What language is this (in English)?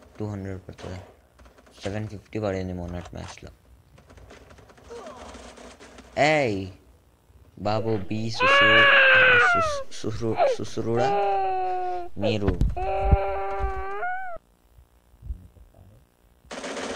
Telugu